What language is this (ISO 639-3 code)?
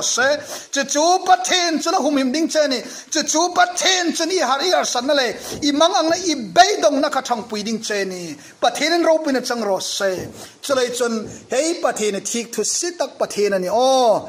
hmr